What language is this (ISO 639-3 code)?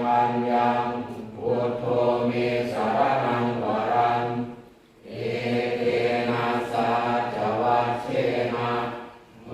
pli